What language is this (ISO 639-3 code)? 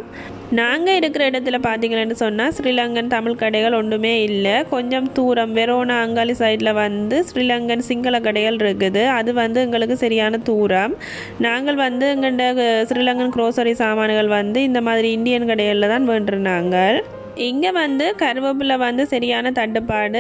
tam